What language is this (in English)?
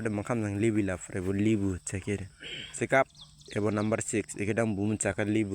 Dimasa